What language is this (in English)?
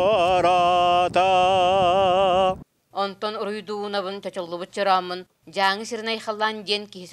Yakut